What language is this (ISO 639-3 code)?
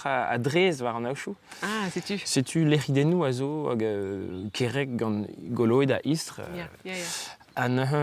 bre